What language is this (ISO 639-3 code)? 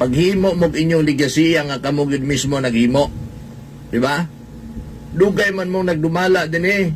ceb